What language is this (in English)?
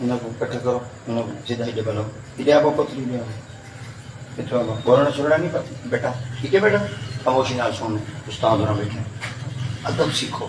Saraiki